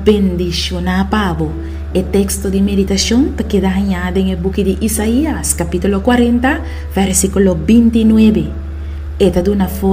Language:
Papiamento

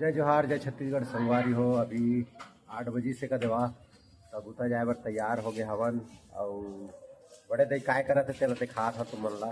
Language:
Chhattisgarhi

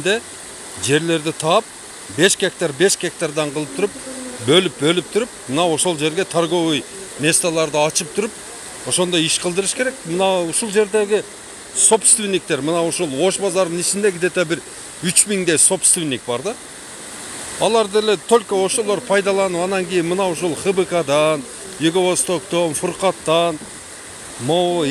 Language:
Kyrgyz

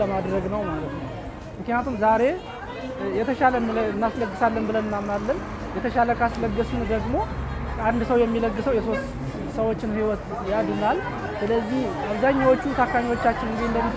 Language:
Amharic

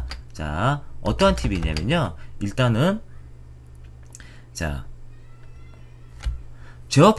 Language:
Korean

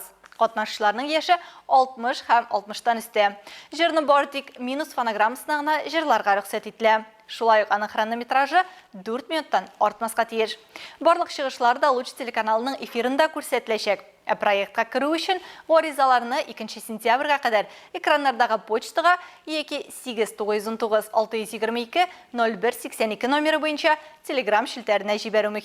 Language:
Tatar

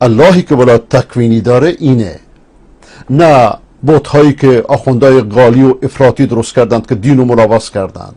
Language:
Persian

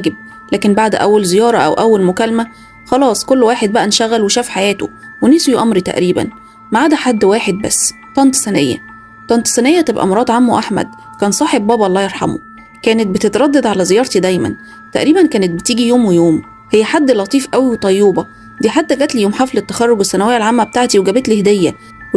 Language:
Egyptian Arabic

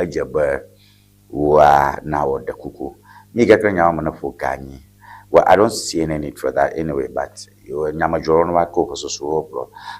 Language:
Ewe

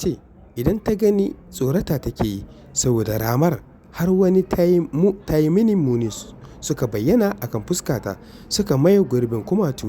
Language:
Hausa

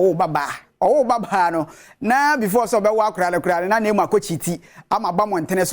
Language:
Akan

